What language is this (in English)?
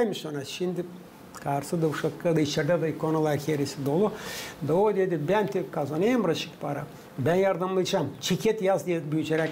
Gagauz